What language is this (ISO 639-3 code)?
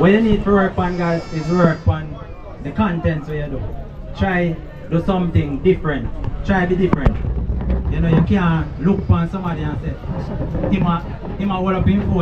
jam